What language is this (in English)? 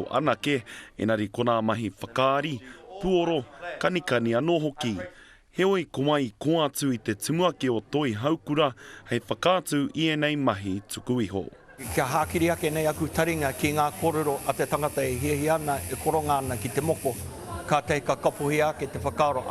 Māori